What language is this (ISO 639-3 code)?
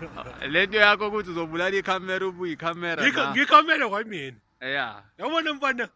zul